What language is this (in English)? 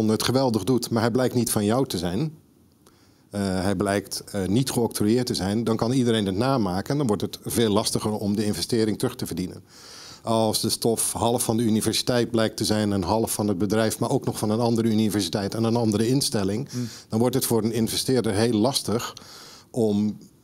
Dutch